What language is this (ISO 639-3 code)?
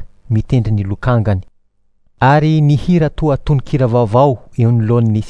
mlg